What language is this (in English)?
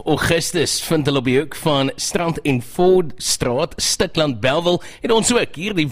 Afrikaans